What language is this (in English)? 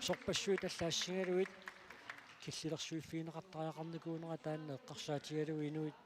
Kalaallisut